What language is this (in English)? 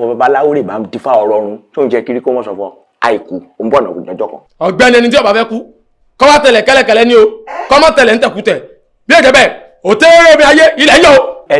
Yoruba